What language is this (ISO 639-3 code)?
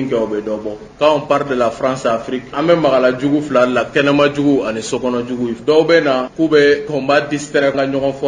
bam